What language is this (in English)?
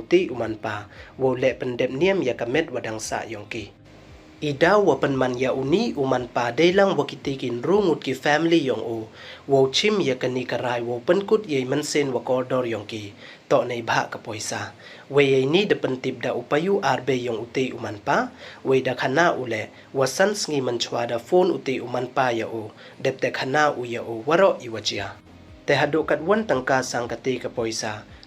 Pnar